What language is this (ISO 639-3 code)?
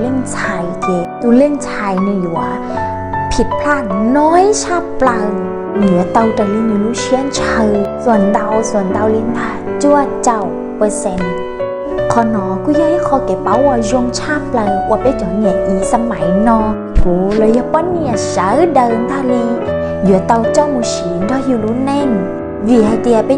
hmn